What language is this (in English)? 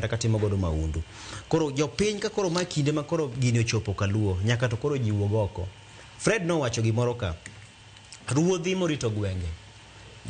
Luo (Kenya and Tanzania)